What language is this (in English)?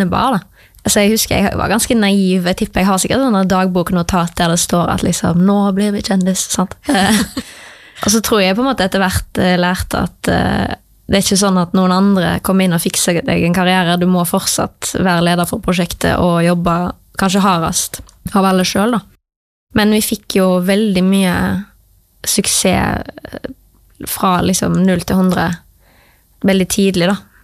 Norwegian